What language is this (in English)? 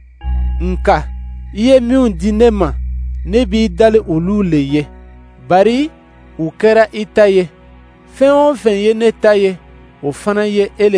Dyula